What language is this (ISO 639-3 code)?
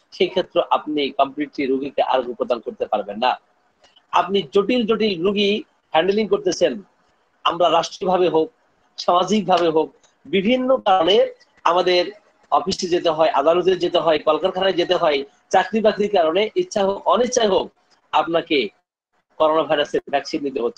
ben